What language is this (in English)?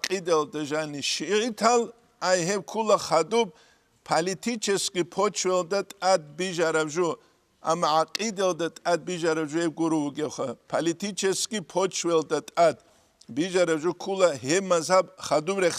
Avaric